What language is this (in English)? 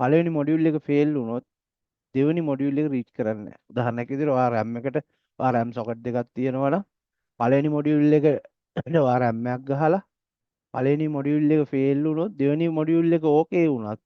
Sinhala